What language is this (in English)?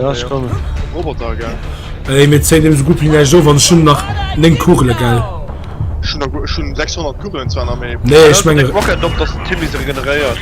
Luxembourgish